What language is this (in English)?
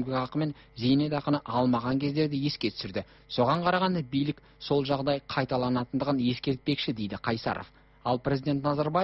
Kazakh